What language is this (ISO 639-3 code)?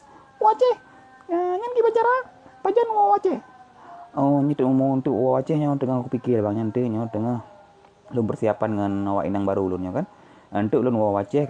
ace